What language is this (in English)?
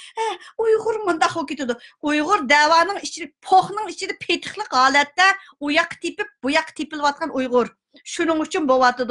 Uyghur